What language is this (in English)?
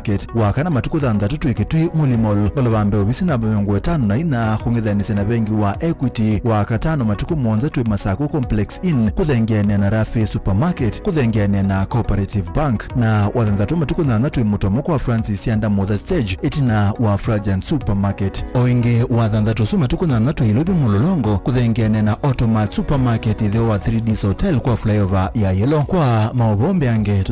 Kamba